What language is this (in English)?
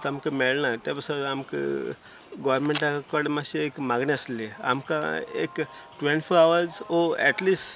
Konkani